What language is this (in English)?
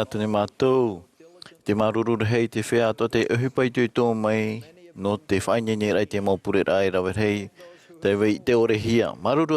Tahitian